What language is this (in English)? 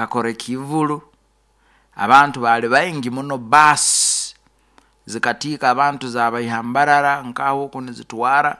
Nyoro